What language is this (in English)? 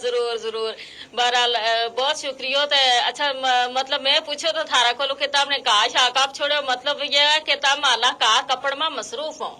Gujari